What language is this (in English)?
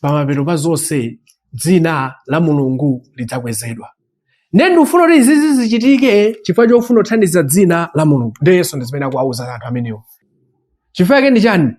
Nyanja